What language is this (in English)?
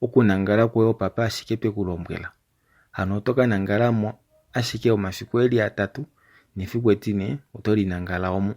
Kuanyama